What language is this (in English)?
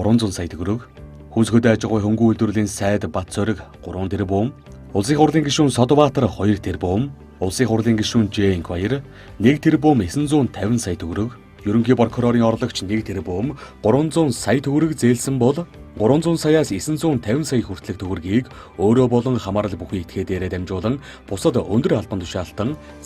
Mongolian